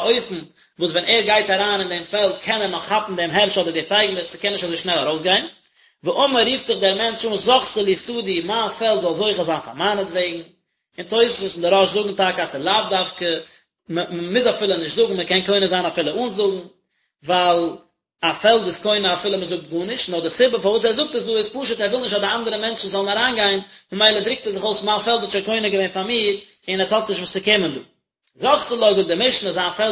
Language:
Yiddish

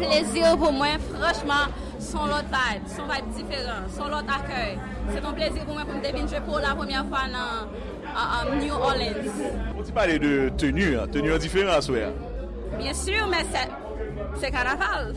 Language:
Haitian Creole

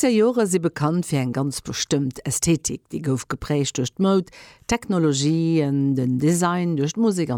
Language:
Luxembourgish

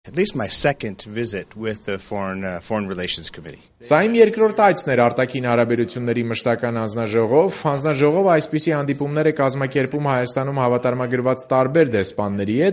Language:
Armenian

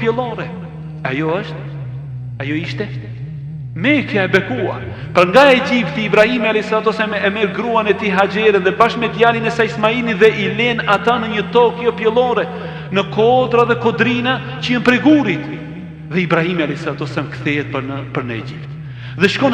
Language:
Albanian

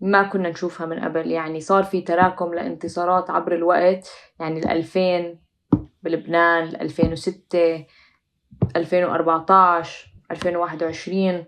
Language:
North Levantine Arabic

